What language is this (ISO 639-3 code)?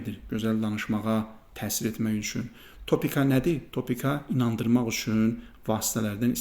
aze